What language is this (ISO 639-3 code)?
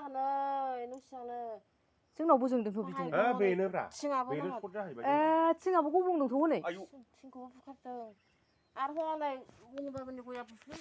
brx